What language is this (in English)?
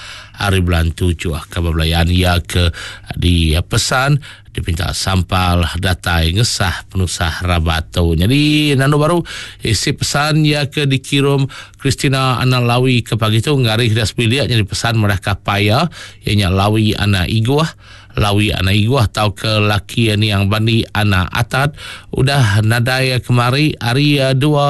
Iban